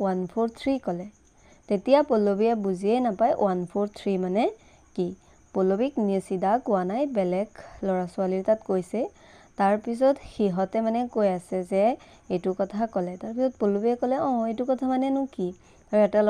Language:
Assamese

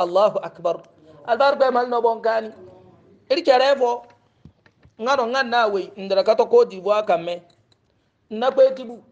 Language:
Hausa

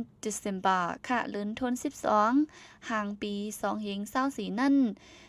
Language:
Shan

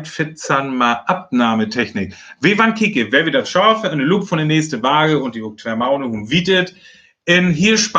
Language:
Northern Frisian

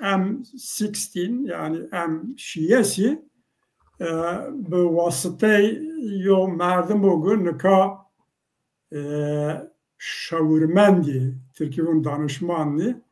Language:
Zaza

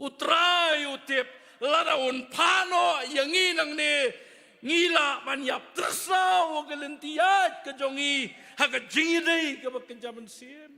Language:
Khasi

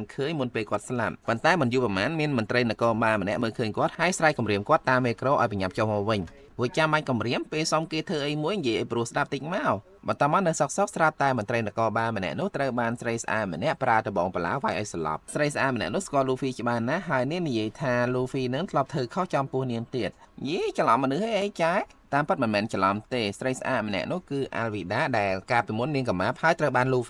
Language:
Khmer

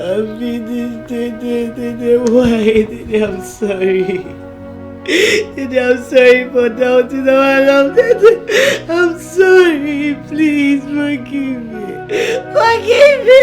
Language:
Nigerian Pidgin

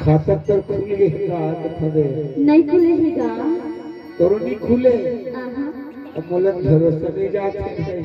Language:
Chhattisgarhi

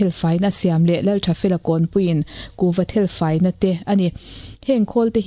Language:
Mizo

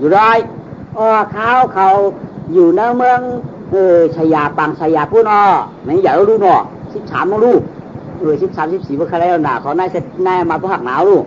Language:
Shan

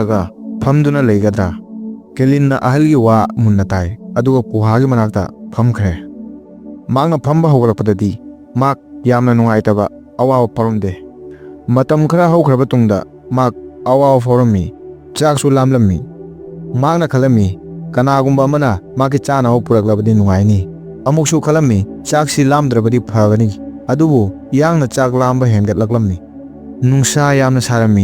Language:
Manipuri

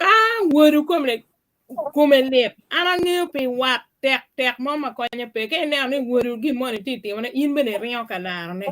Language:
Acoli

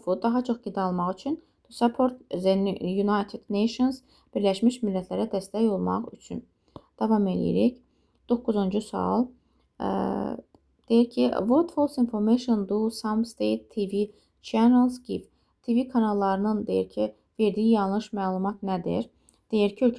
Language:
Azerbaijani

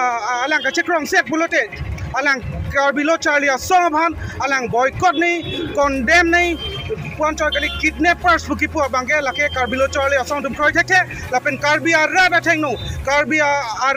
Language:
Karbi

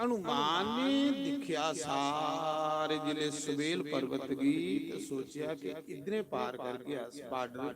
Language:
Dogri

